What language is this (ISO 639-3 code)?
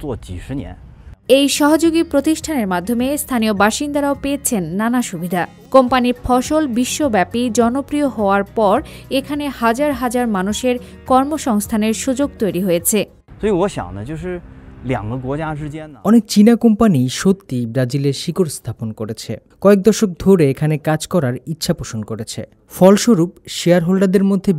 ben